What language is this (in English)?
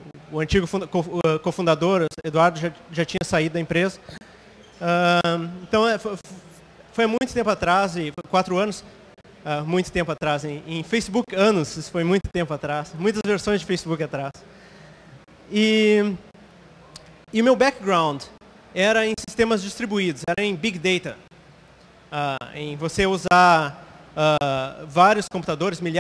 Portuguese